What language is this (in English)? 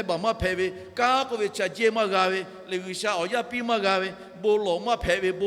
Lahu